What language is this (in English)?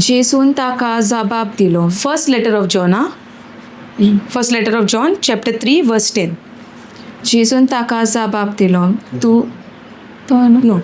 Konkani